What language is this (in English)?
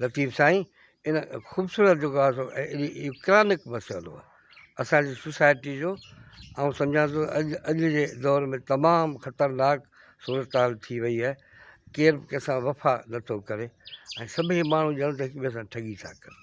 Sindhi